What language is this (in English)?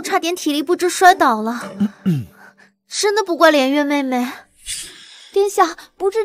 Chinese